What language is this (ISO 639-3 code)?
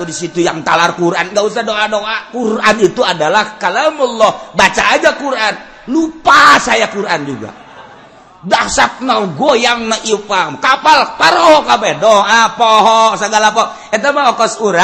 sun